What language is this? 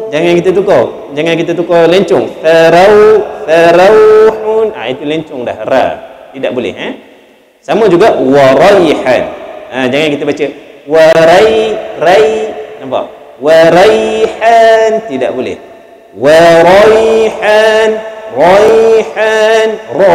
Malay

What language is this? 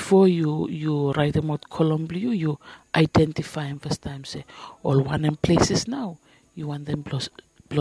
Bislama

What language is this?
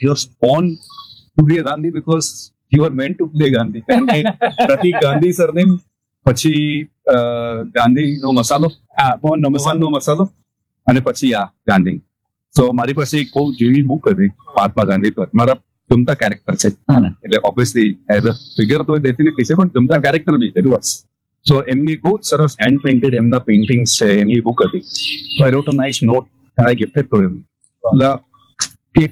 Gujarati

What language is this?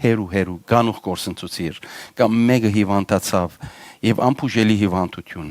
Western Armenian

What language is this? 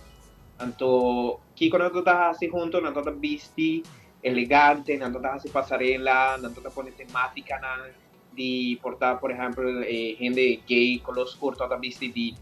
Papiamento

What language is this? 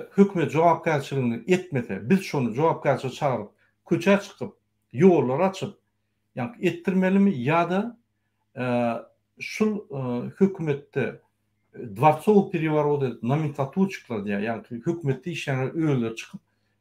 Turkmen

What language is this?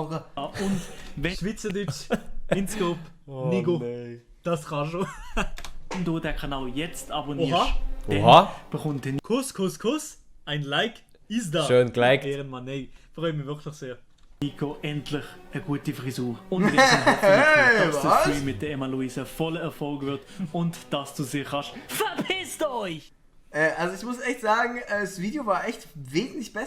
Swiss German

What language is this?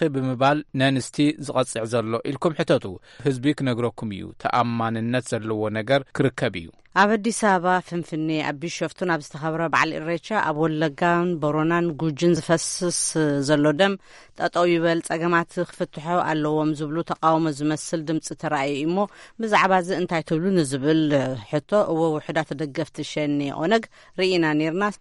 Tigrinya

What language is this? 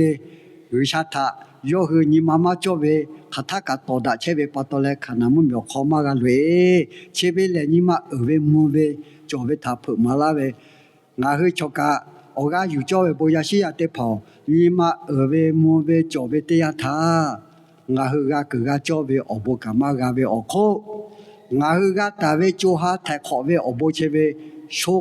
Lahu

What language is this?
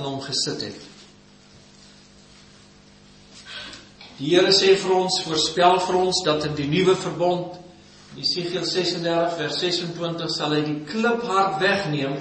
Afrikaans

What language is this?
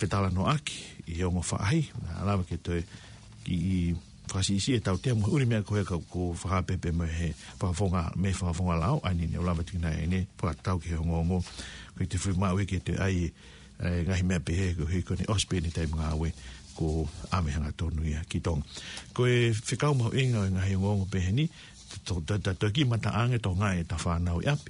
Tongan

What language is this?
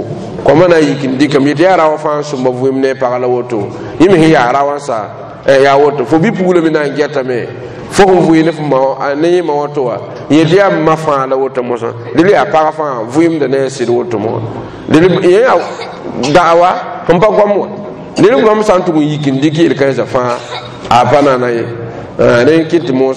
Mossi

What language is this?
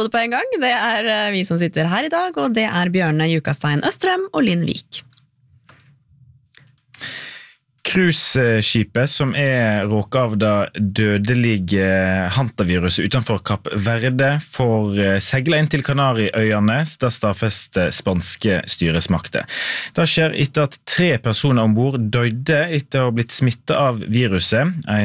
Norwegian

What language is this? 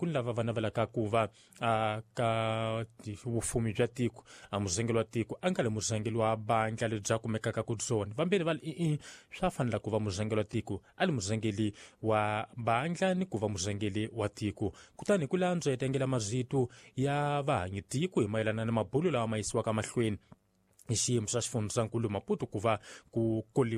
Tsonga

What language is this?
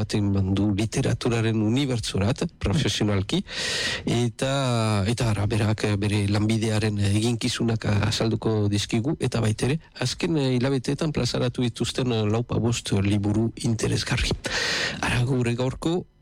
Basque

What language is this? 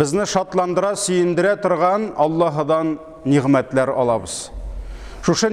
Tatar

